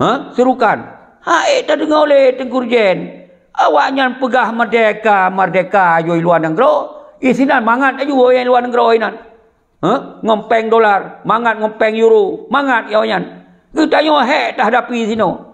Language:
Achinese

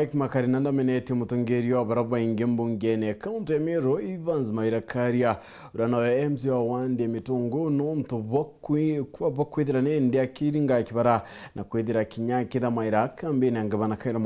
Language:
Meru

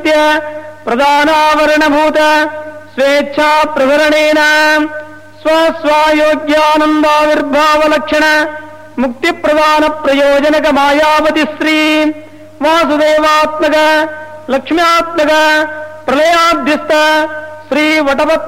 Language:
Sanskrit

